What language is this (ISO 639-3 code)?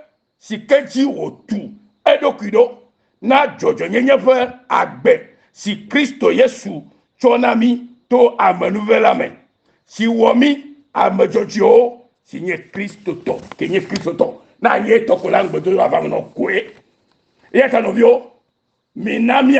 ewe